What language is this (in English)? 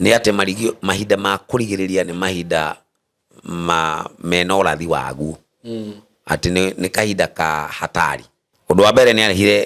Kikuyu